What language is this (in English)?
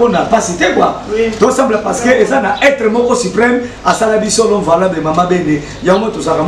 Lingala